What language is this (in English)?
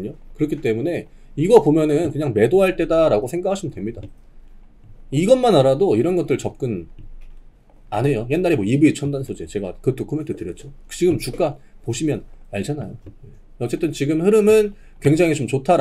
Korean